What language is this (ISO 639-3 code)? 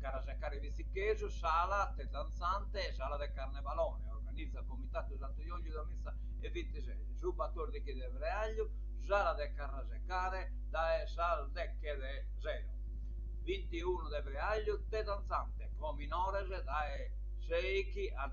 srd